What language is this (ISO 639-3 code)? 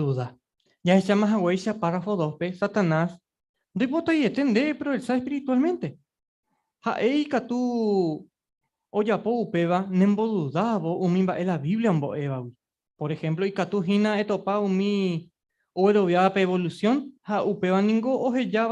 grn